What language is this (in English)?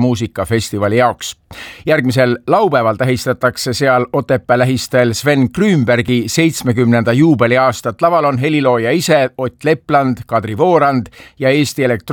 Estonian